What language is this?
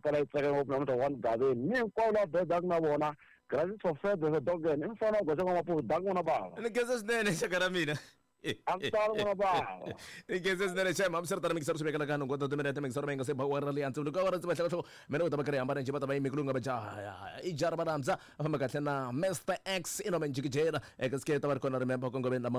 Tsonga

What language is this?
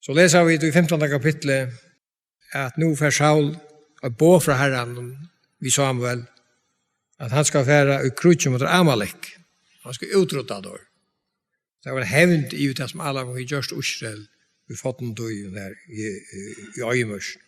Faroese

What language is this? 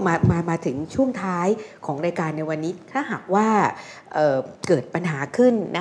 Thai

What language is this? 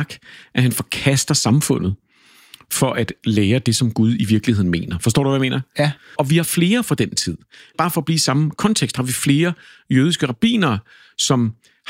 Danish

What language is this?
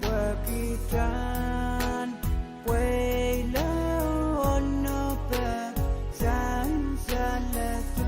Pohnpeian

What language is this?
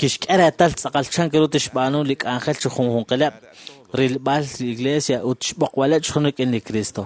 Kekchí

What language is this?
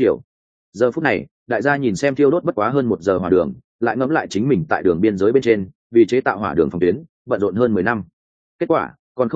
Vietnamese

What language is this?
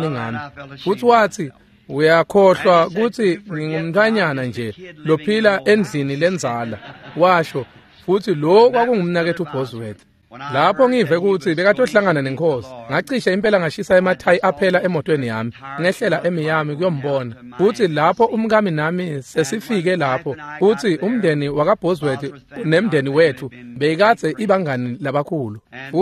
Swati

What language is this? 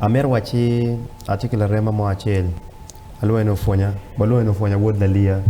Acoli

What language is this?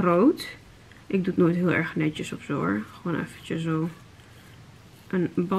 Dutch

